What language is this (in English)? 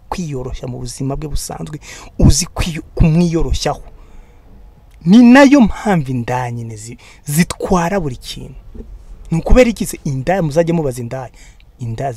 Kinyarwanda